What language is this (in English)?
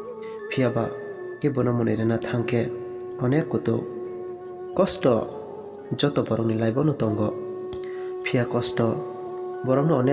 Kok Borok